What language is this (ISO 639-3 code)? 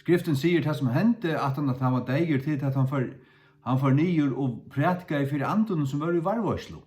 fao